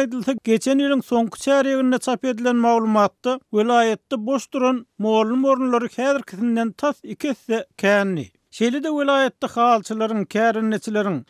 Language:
Turkmen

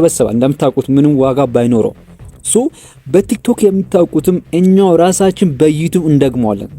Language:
Amharic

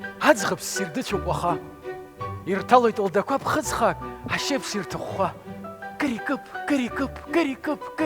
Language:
Abkhazian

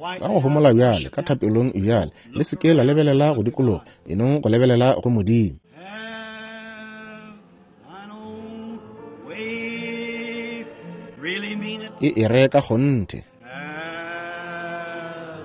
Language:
Northern Sotho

